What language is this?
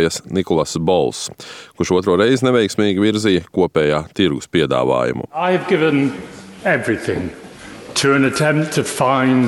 Latvian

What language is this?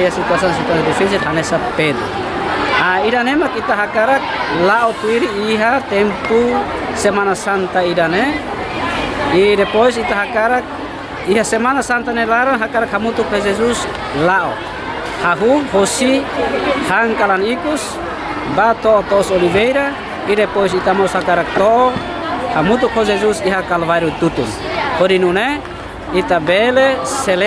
Tetum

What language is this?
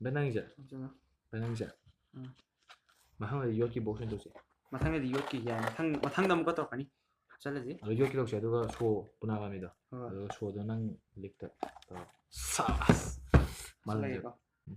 Manipuri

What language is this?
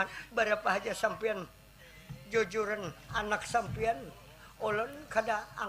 Banjar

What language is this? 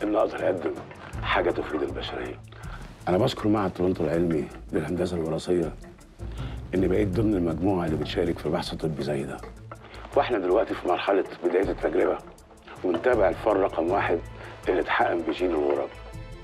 Egyptian Arabic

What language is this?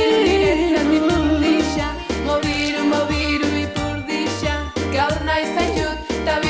Basque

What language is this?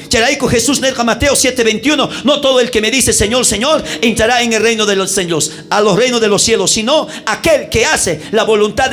South Bolivian Quechua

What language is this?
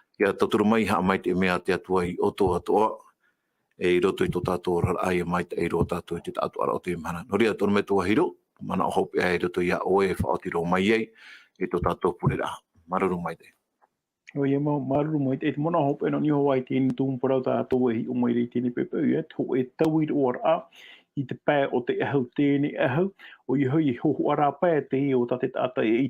Tahitian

